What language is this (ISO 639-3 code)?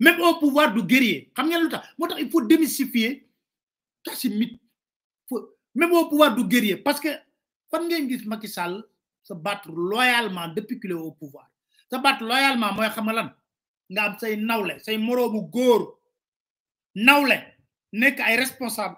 wol